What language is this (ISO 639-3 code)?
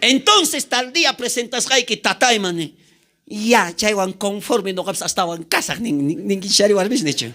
quh